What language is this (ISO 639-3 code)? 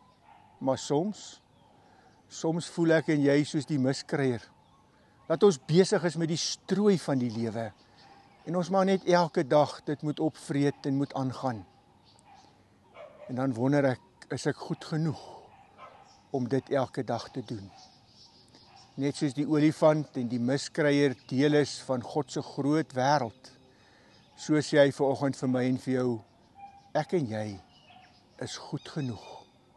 afr